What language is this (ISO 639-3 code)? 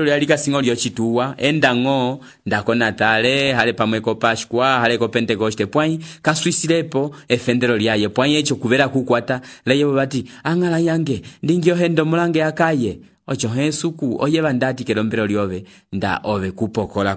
umb